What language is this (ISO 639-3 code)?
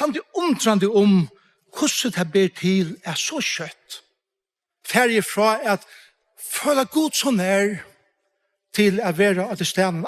fao